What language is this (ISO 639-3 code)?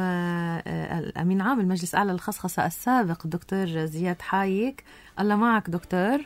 apc